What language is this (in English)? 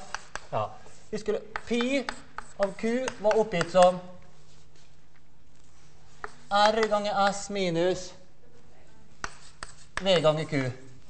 Norwegian